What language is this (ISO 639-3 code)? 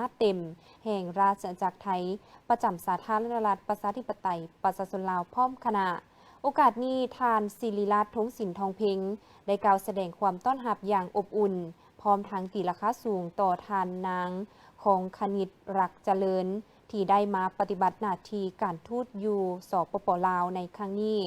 lao